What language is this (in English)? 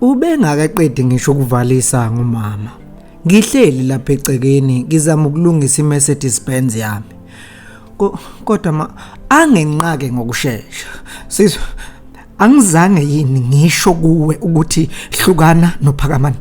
Zulu